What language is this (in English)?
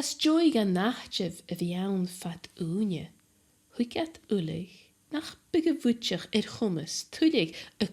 Scottish Gaelic